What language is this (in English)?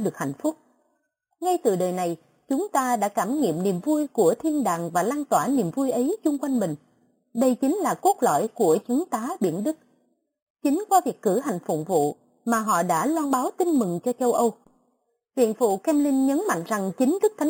Vietnamese